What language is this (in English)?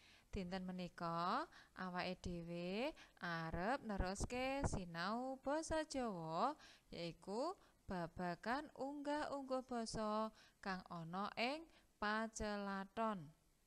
Javanese